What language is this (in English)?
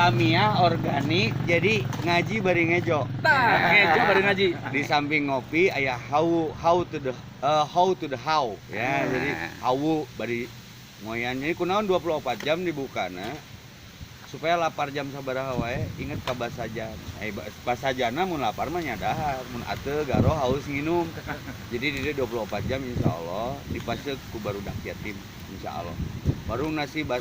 Sundanese